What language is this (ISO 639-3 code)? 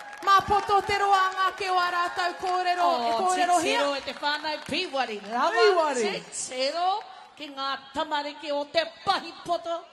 mri